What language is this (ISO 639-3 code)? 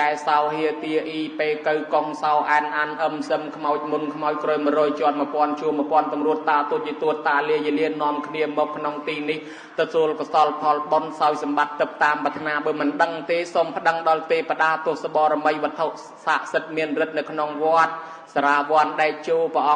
khm